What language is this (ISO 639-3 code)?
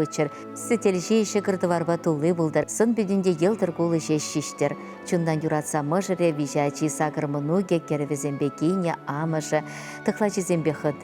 chv